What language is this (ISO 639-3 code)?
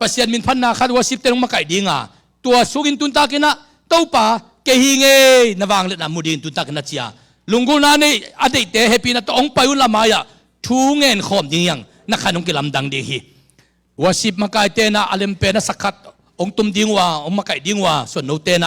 ctd